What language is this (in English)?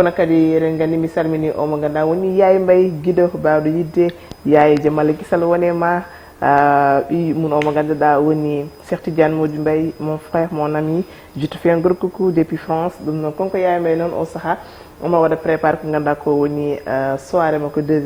Fula